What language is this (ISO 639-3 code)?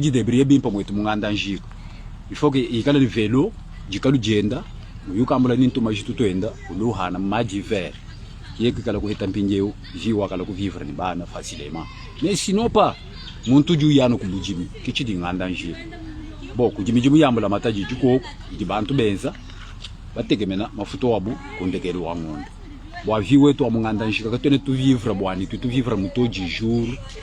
lua